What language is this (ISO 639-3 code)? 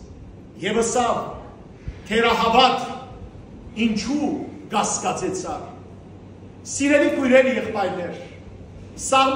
hyw